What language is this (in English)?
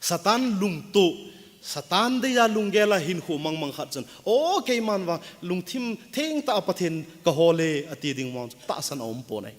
Thado Chin